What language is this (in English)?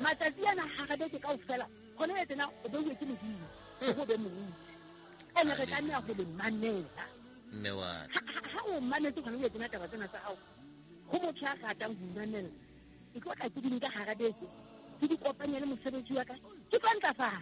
Southern Sotho